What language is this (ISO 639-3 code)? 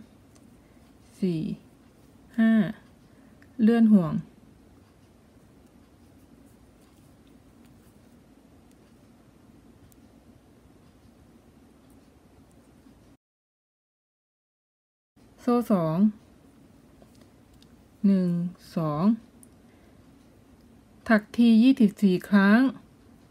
tha